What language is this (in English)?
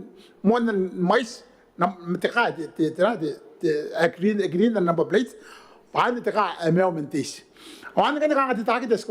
Gilbertese